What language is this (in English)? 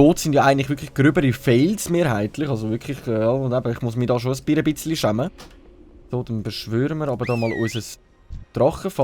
Swiss German